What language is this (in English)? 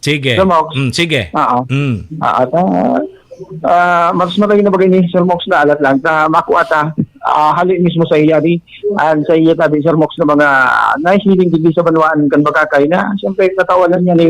Bikol